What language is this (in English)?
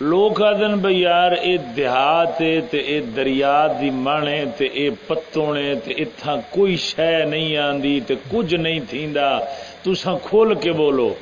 Saraiki